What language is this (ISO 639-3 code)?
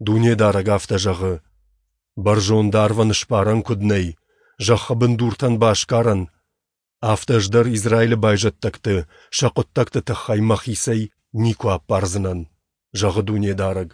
oss